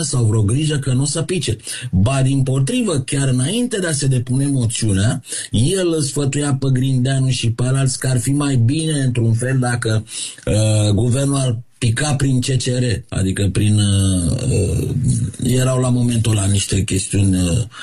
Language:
Romanian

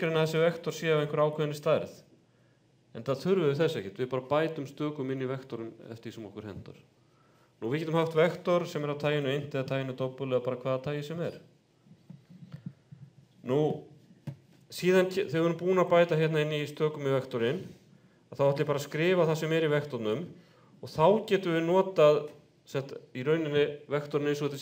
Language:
Icelandic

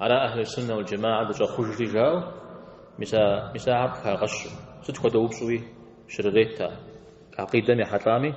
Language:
Kabardian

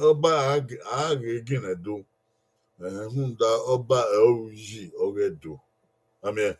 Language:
Bini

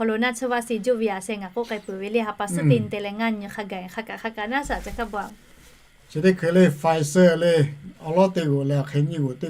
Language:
Lahu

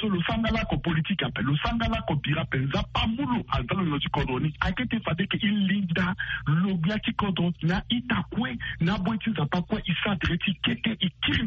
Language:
Sango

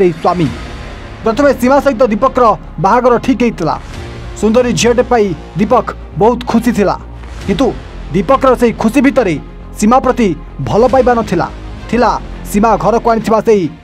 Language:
Odia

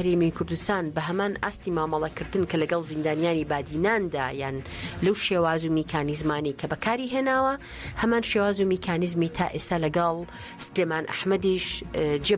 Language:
Central Kurdish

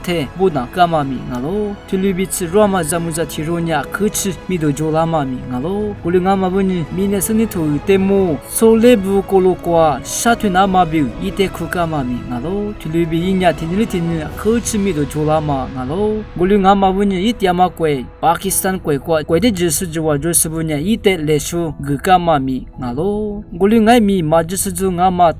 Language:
Lisu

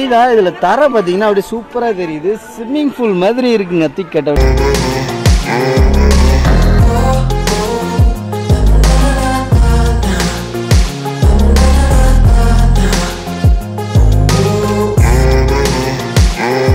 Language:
Tamil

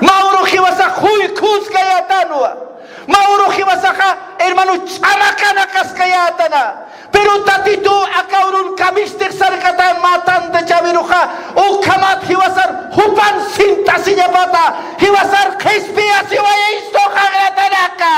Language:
Aymara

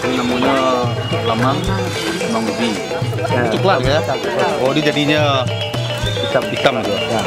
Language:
Minangkabau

